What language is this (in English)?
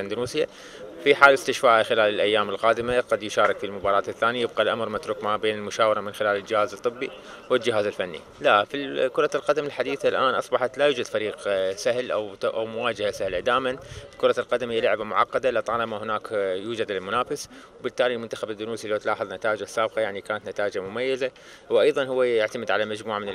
Mesopotamian Arabic